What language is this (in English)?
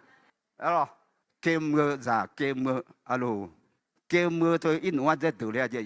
Akha